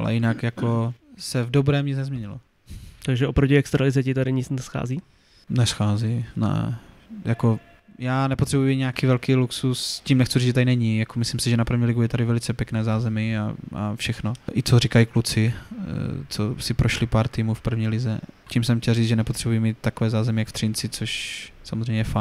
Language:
Czech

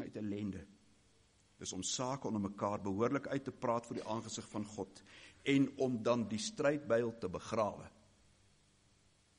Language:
Afrikaans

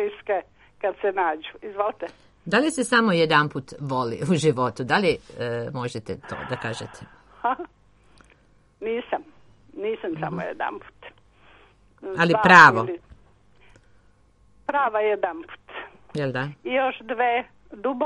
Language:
Serbian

